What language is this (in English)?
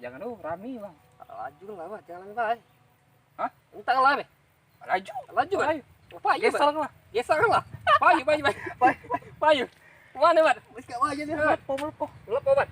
Musi